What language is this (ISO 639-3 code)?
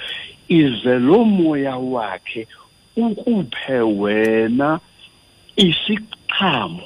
xho